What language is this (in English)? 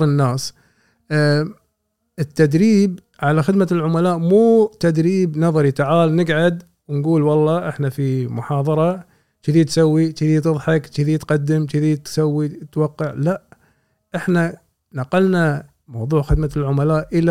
Gulf Arabic